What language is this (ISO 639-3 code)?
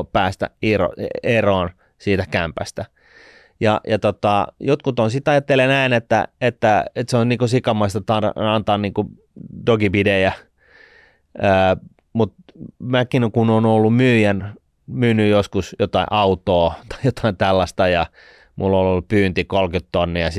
fin